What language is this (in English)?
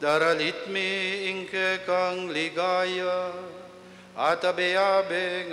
Pampanga